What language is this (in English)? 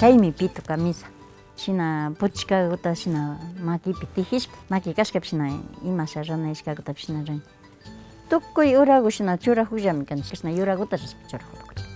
Quechua